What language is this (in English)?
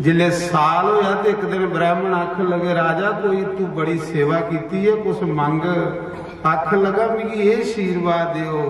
Dogri